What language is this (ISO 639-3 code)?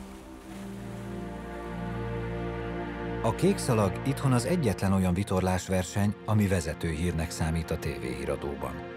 hun